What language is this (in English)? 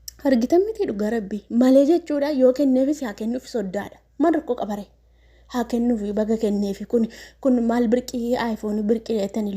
Oromo